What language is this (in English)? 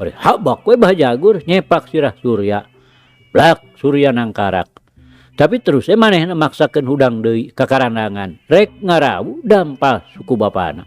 Sundanese